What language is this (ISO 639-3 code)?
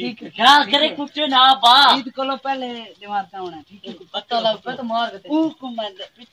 skr